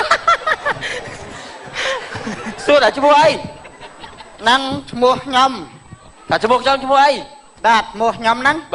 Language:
Khmer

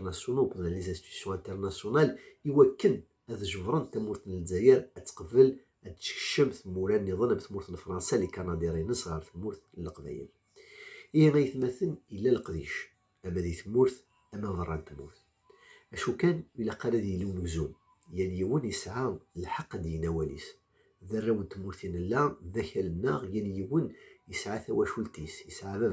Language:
Kabyle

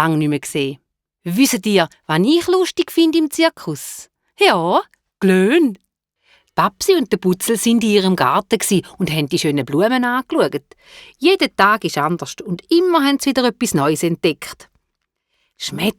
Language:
Swiss German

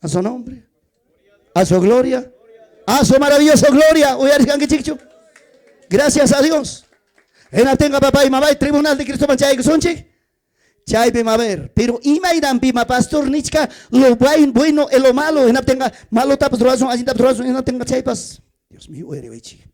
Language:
Ayacucho Quechua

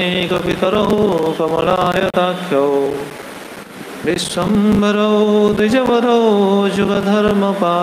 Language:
Odia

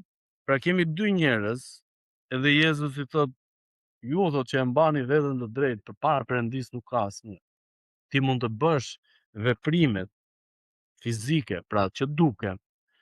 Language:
Albanian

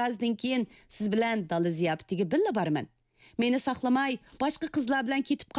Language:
Uyghur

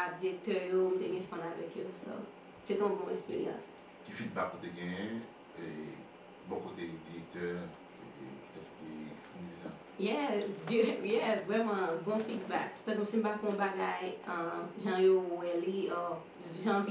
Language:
Haitian Creole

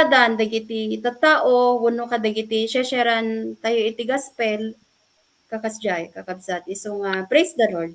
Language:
Iloko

